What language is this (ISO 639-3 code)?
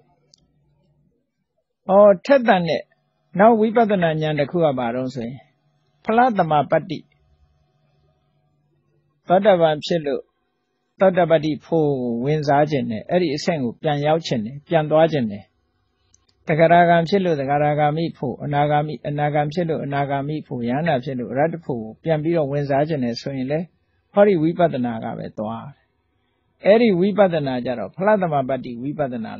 mya